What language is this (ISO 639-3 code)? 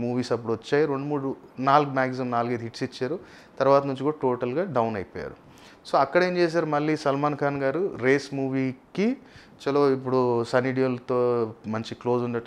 tel